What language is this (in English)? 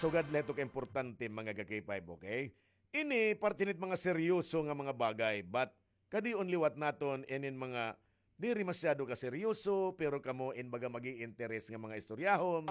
Waray